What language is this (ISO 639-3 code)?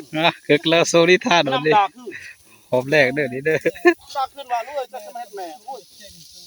tts